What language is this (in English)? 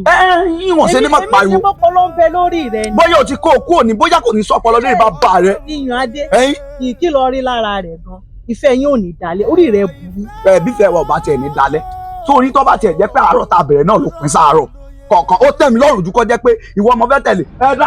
Yoruba